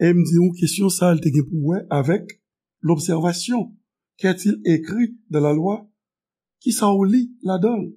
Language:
Haitian Creole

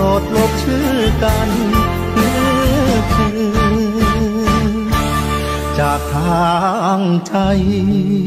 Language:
Thai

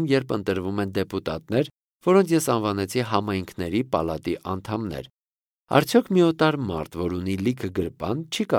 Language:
Armenian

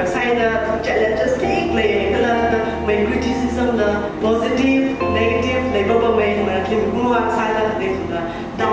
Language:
Tangkhul Naga (India)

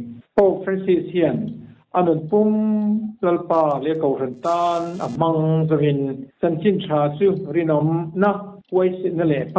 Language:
Mizo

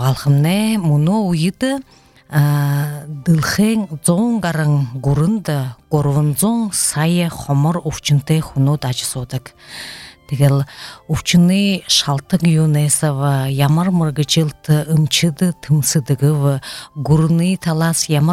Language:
Buriat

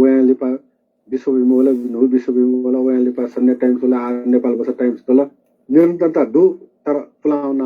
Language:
Newari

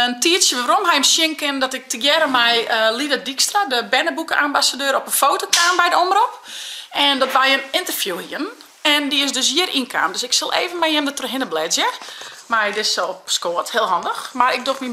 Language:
Western Frisian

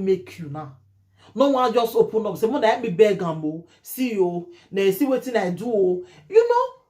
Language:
Nigerian Pidgin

